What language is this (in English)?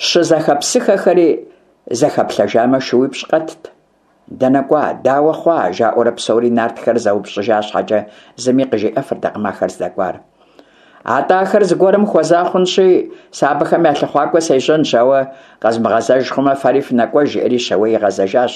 Kabardian